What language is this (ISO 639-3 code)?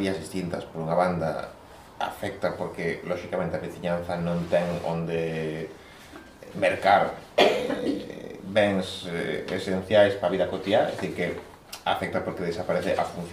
glg